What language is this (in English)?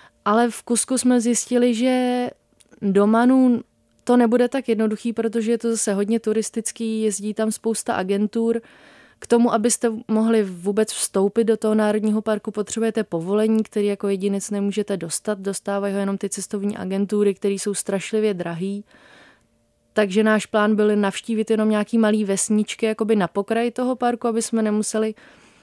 Czech